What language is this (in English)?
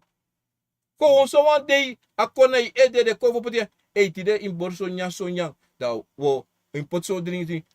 Sranan Tongo